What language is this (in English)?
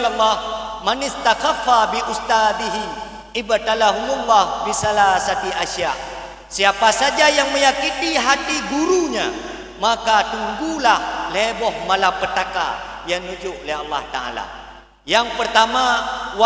Achinese